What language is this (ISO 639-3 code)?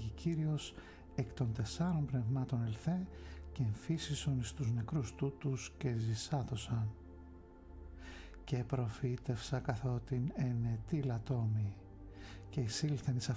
ell